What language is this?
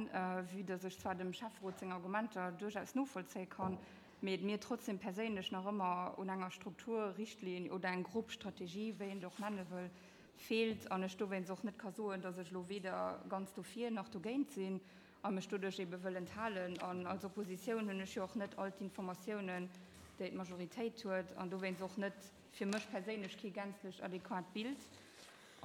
Luxembourgish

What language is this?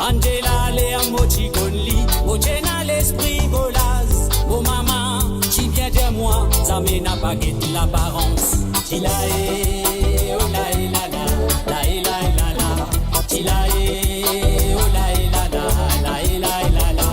Morisyen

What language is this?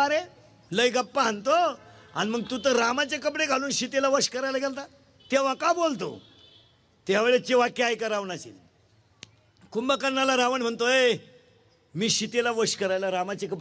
Marathi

